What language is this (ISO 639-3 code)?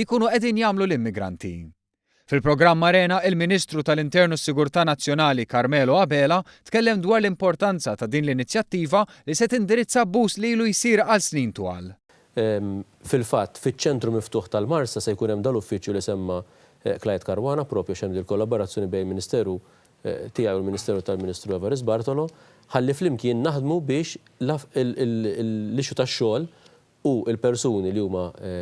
mlt